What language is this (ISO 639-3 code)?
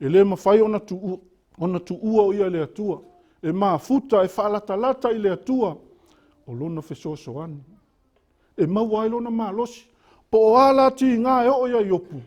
smo